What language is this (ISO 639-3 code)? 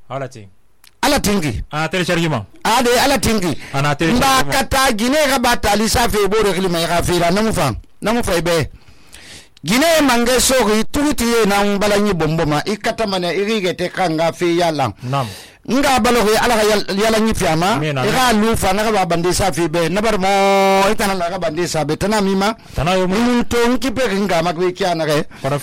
sus